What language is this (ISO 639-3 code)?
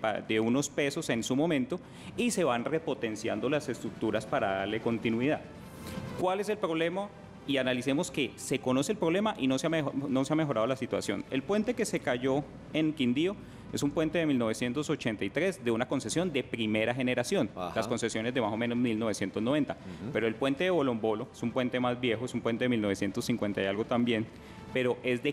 spa